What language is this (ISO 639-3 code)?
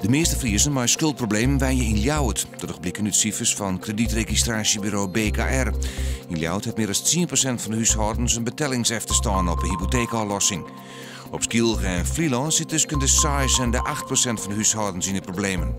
fry